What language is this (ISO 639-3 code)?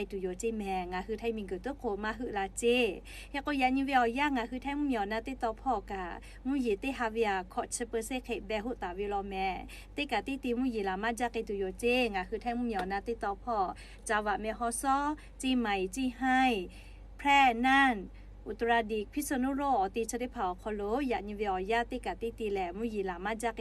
lhu